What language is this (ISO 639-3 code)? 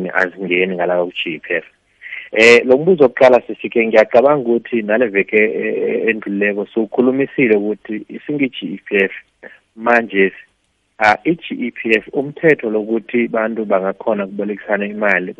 nbl